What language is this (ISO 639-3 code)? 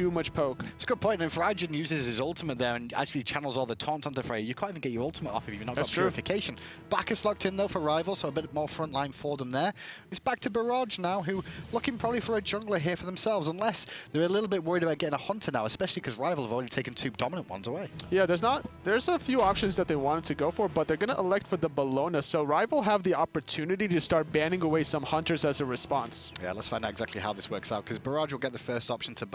eng